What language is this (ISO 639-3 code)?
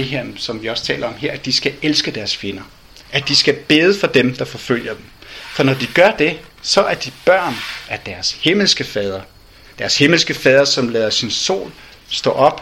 dan